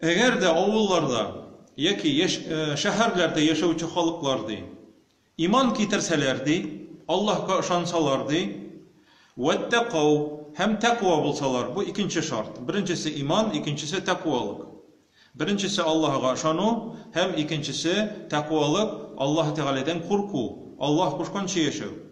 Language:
Tatar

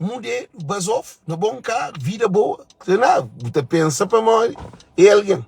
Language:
Kabuverdianu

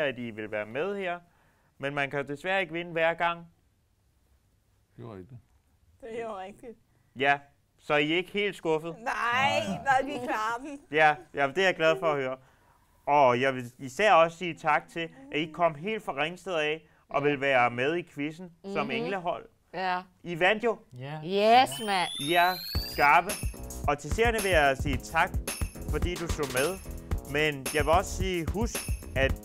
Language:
Danish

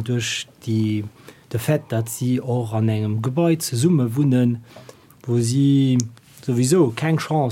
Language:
Luxembourgish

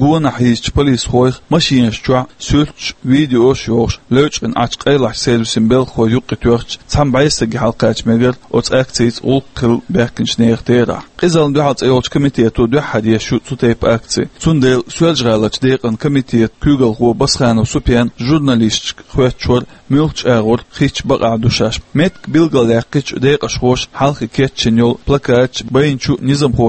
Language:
Chechen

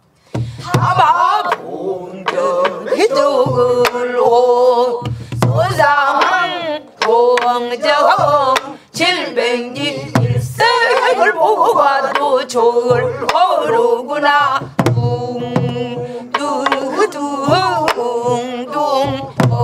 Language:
Korean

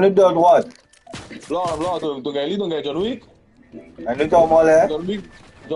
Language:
Morisyen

